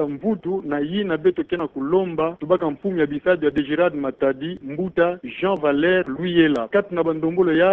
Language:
Kituba (Democratic Republic of Congo)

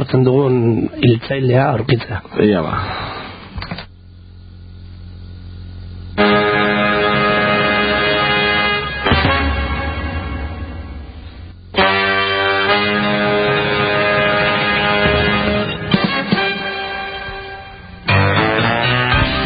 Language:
Basque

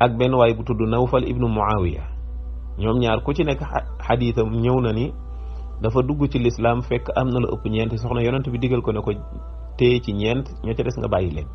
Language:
Wolof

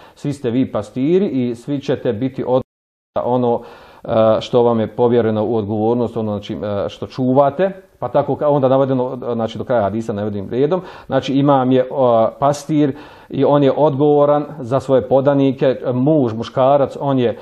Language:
Bosnian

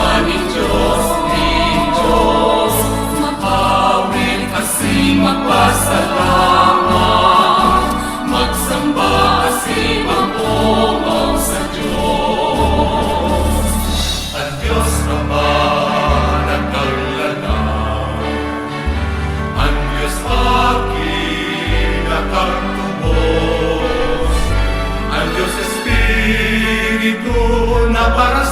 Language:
Bikol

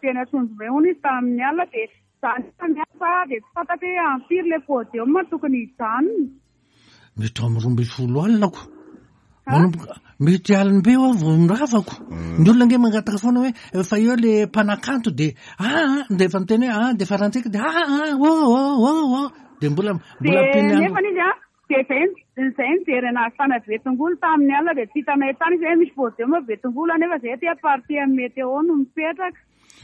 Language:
Malagasy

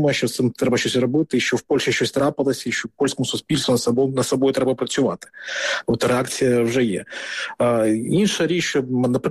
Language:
Ukrainian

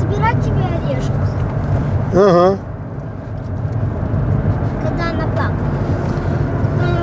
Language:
Russian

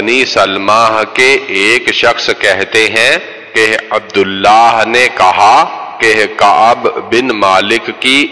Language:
Urdu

